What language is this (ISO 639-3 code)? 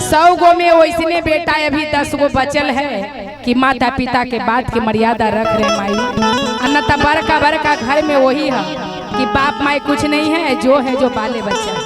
mag